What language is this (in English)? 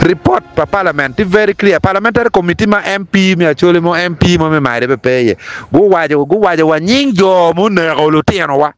Acoli